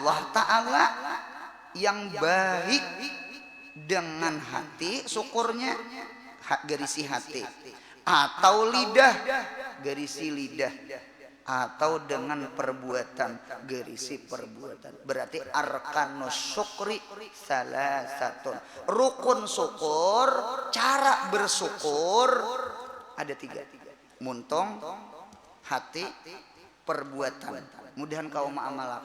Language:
Banjar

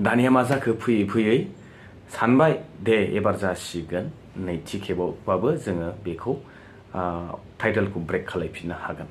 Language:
Bodo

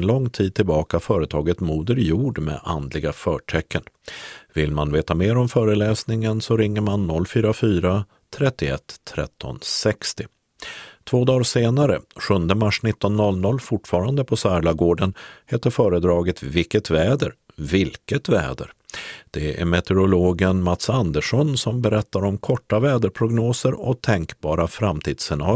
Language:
Swedish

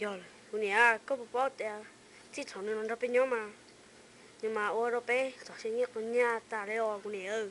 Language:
Hmong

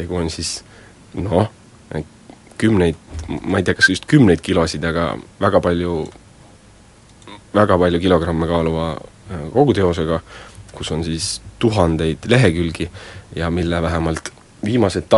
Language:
Estonian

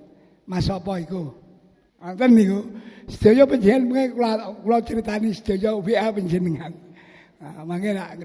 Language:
Javanese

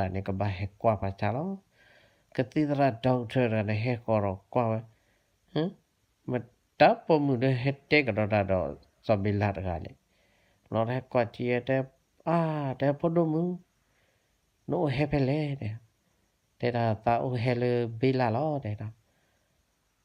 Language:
S'gaw Karen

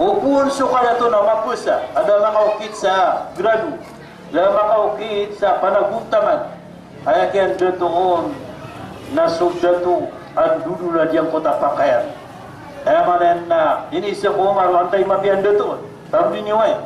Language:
Maranao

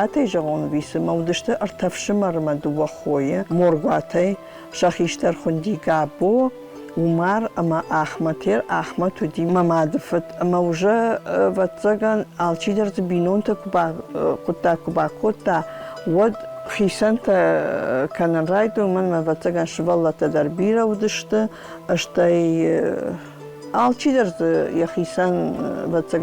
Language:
Ossetic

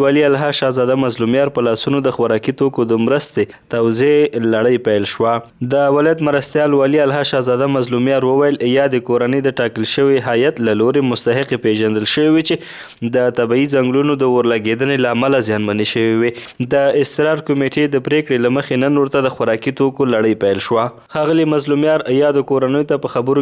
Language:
Pashto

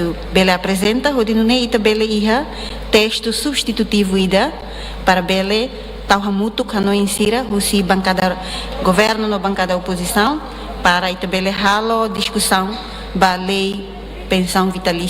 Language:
Tetum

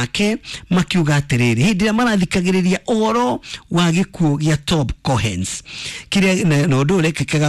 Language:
Kikuyu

